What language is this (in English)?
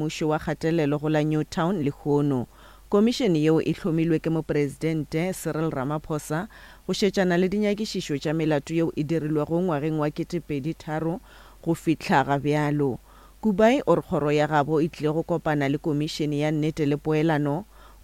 Northern Sotho